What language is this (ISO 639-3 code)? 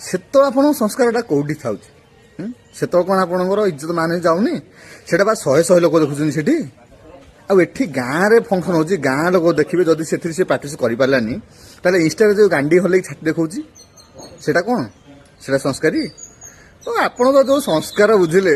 ori